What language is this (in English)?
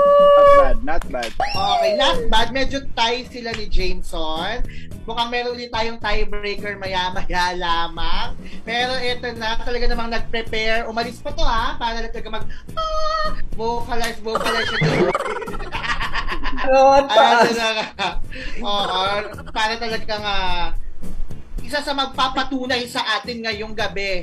Filipino